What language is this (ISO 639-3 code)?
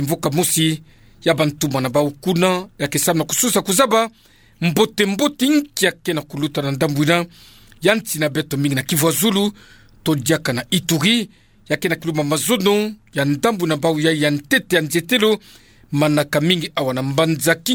ktu